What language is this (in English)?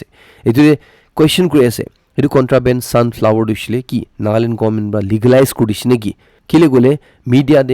Naga Pidgin